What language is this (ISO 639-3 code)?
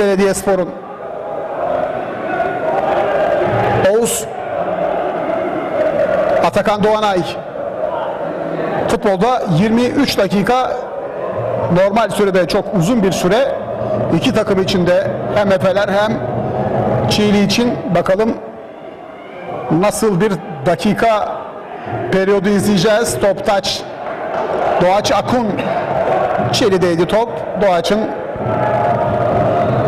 tur